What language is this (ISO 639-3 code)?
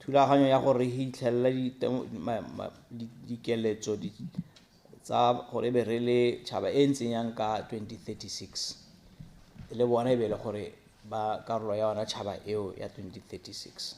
tsn